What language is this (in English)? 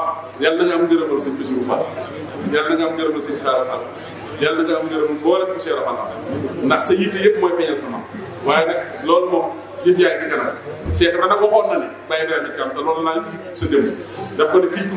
Wolof